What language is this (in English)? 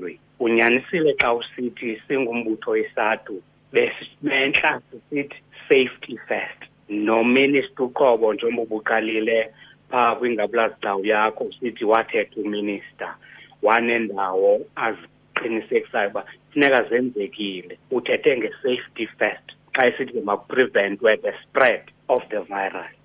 Xhosa